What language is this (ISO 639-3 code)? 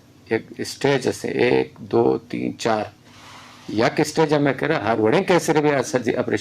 bgp